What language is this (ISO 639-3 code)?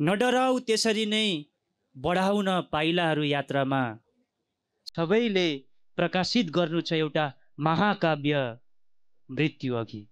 nep